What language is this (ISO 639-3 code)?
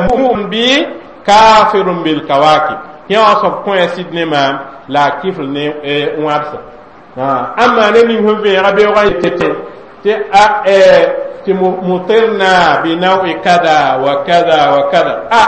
mos